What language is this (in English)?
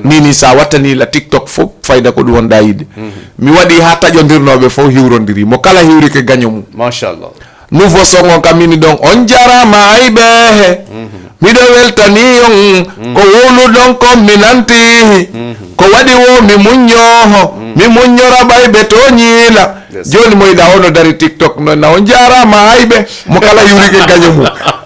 Fula